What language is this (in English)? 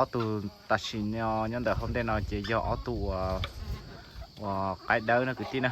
Hmong